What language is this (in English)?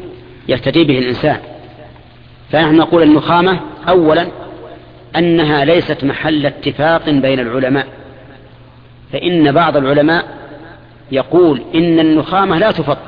Arabic